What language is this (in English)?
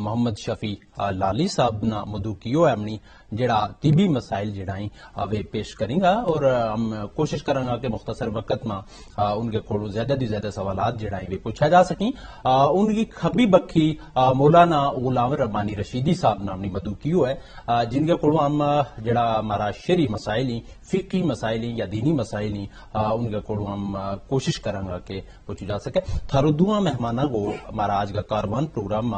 Gujari